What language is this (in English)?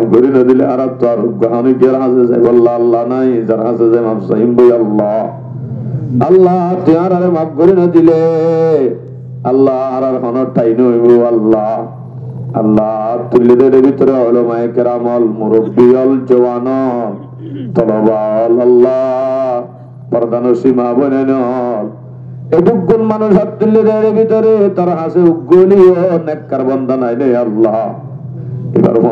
Rohingya